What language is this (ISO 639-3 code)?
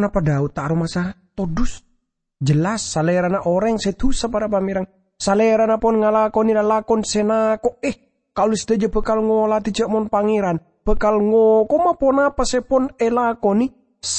mad